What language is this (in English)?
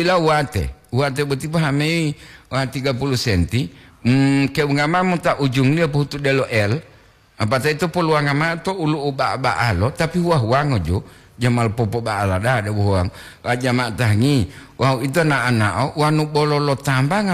Gorontalo